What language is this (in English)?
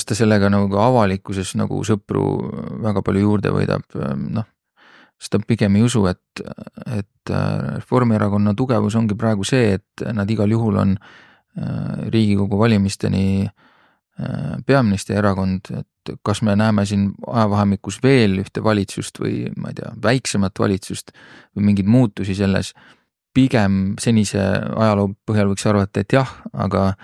Estonian